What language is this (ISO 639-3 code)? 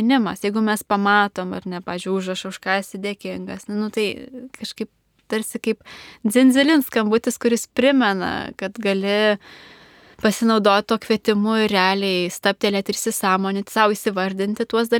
lit